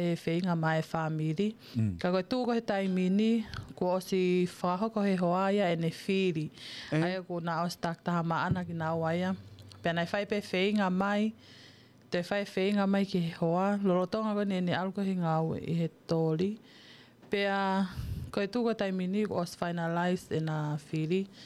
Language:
Tongan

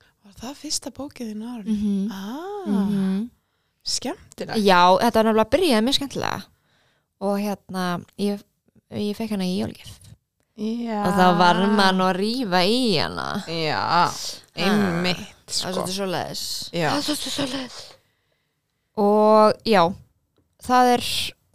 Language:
Icelandic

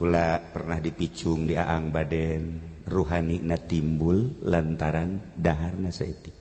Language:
Sundanese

